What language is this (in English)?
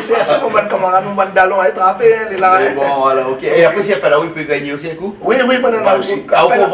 Réunion Creole French